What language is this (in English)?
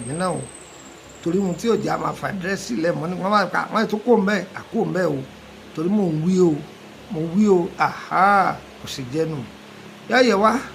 Yoruba